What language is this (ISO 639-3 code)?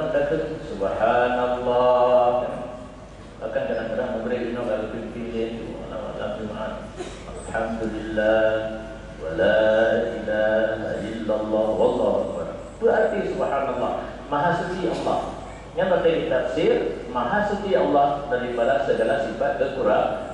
ace